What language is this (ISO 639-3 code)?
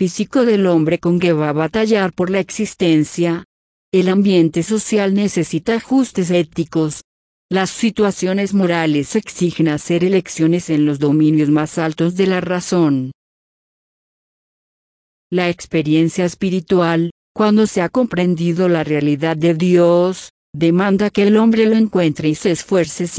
spa